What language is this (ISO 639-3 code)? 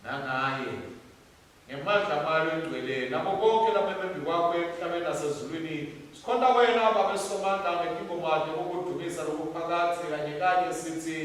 ssw